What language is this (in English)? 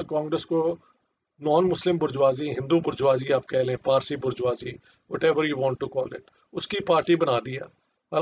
Urdu